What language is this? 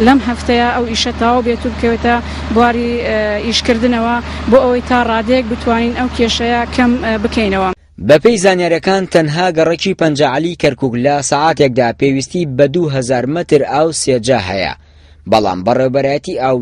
Central Kurdish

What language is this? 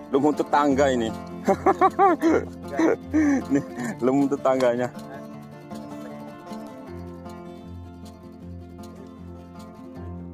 Indonesian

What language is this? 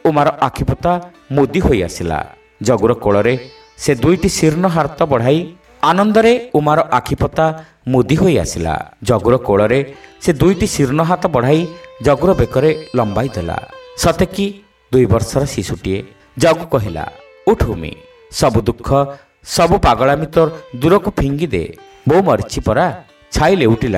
Odia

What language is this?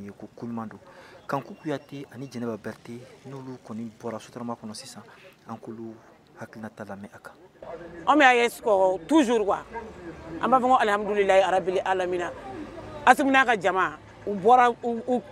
Bambara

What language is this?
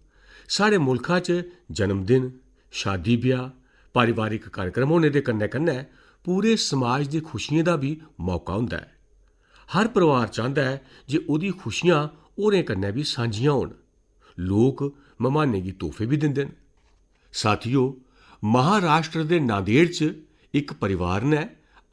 Dogri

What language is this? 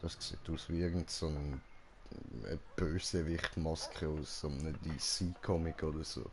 Swiss German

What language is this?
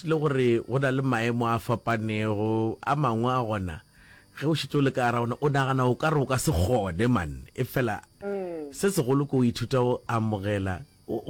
Northern Sotho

